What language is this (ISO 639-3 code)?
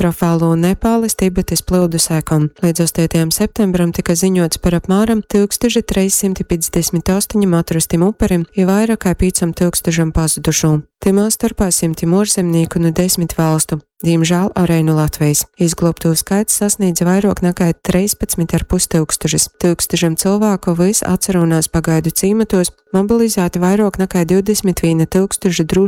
ltg